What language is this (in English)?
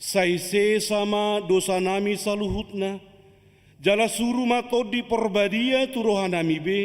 Batak Toba